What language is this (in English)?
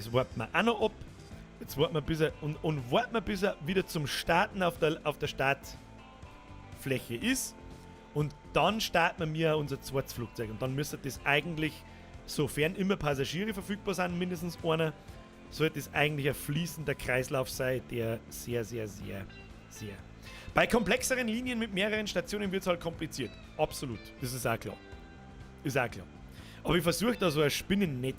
Bavarian